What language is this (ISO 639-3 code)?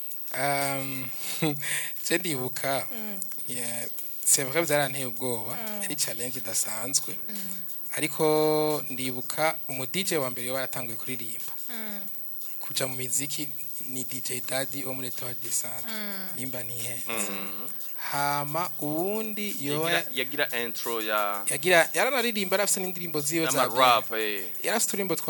run